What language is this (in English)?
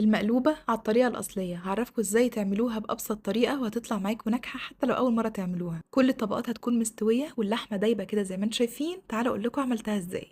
Egyptian Arabic